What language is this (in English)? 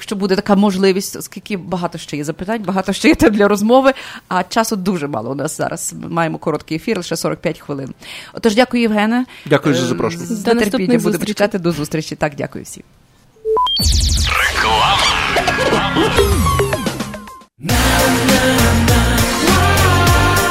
Ukrainian